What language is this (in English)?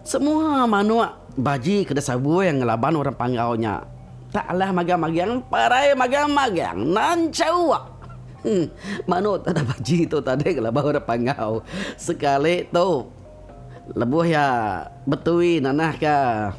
Iban